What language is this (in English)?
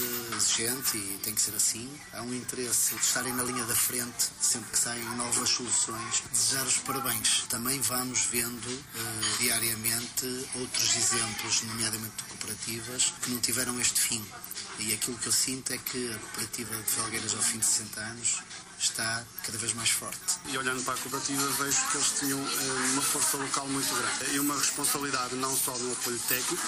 Portuguese